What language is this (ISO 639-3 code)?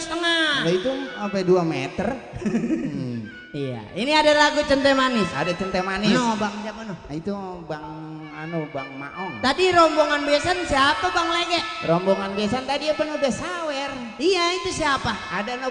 bew